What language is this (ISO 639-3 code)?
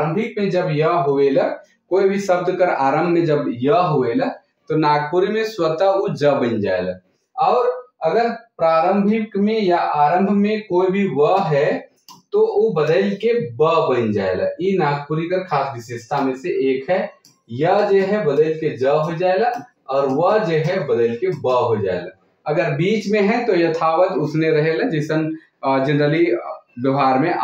sck